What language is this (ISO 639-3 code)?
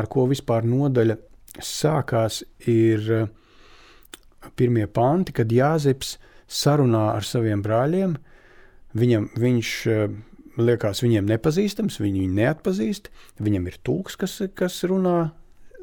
lav